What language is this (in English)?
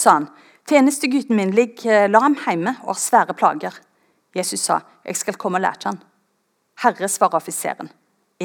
Norwegian